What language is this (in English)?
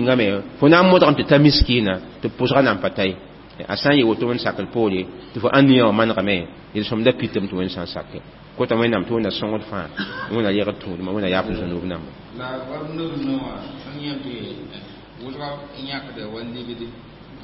Mossi